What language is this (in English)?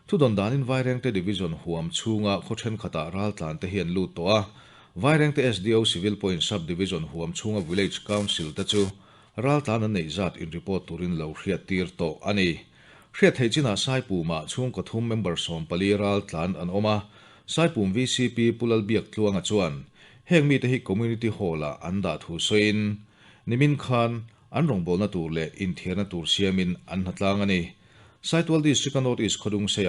Mizo